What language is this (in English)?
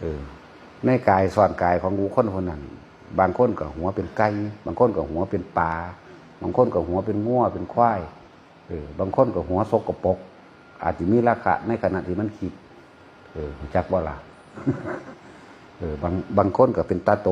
Northeastern Thai